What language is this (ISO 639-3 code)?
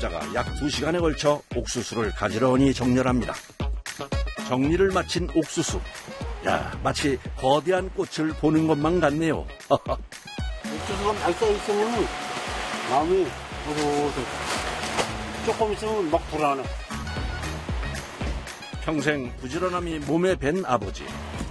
kor